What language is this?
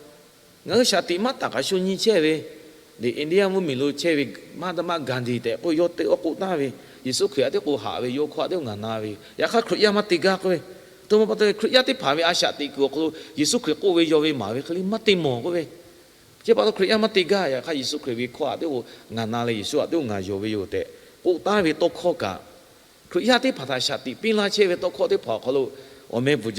Lahu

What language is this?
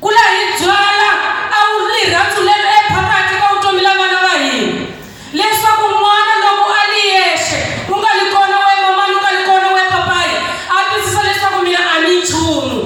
Tsonga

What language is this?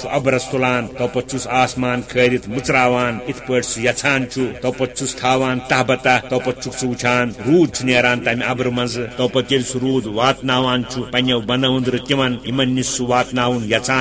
Kashmiri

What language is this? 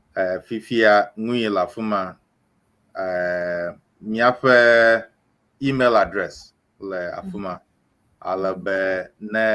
Ewe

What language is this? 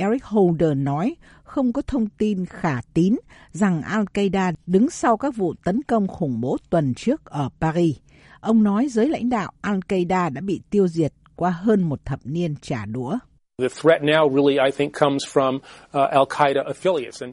Vietnamese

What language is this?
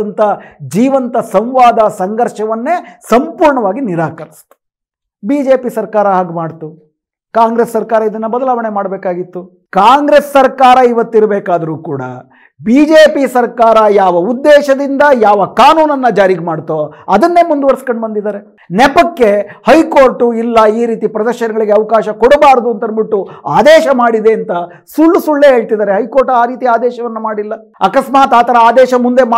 Kannada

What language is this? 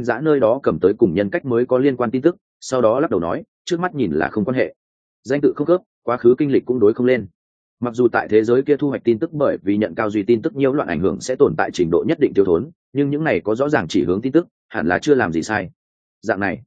Vietnamese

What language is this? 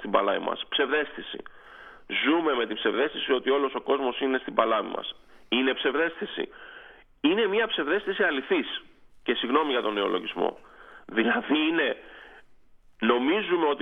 Greek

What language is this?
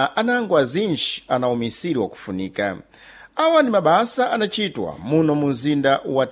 Sena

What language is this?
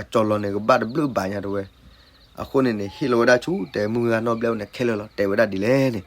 S'gaw Karen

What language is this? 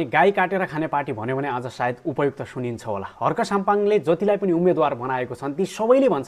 Nepali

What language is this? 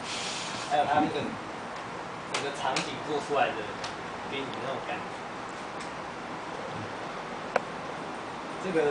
Chinese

